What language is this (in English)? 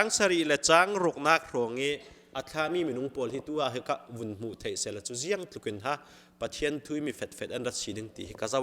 Falam Chin